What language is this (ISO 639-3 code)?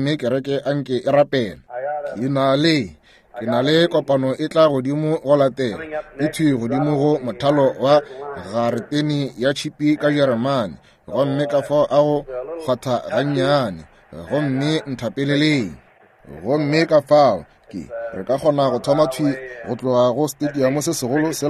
nso